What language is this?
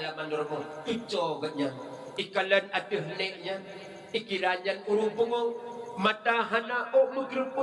Achinese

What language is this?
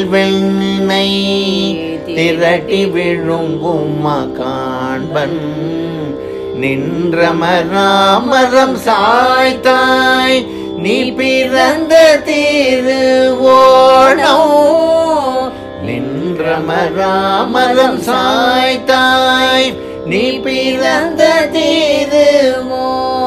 Tamil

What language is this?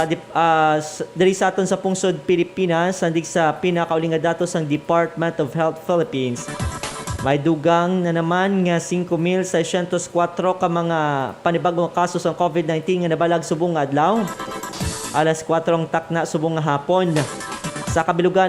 Hiligaynon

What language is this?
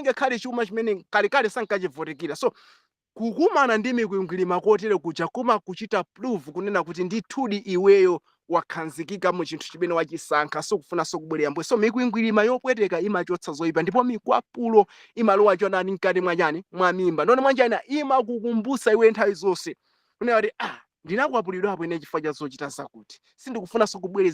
Nyanja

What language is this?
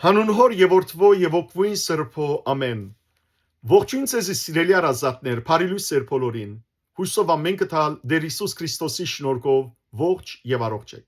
Western Armenian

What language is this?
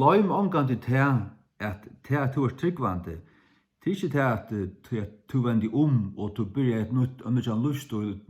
Faroese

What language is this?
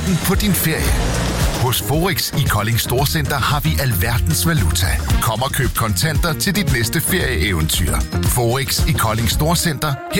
Danish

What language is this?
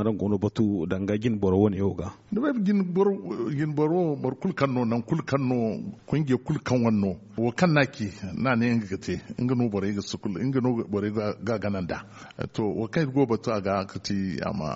Zarma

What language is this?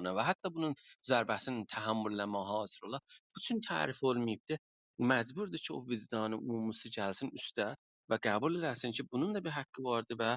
South Azerbaijani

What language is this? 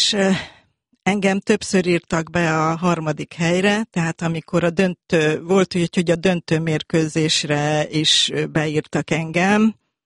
Hungarian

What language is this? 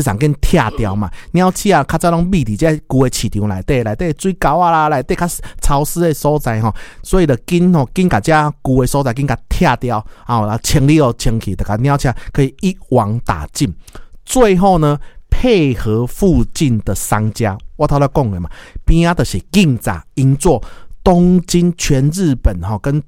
Min Nan Chinese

